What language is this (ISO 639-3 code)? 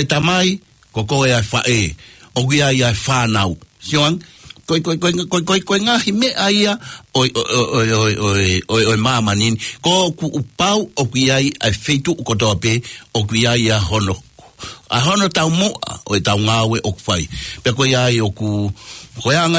ton